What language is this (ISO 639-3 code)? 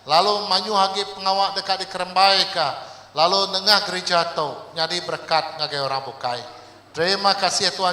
iba